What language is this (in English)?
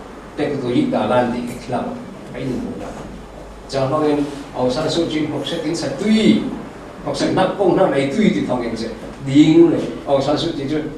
Falam Chin